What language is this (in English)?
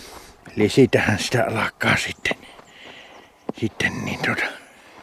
Finnish